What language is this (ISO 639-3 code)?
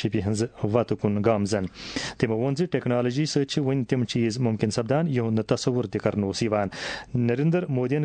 kas